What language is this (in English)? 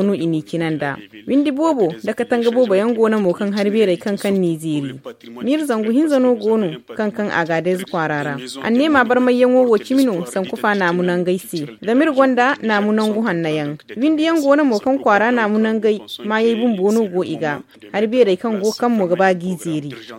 Zarma